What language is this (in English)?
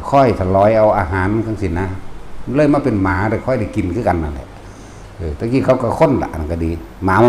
Northeastern Thai